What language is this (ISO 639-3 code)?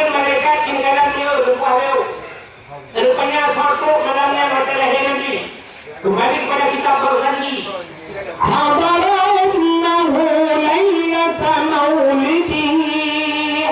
ace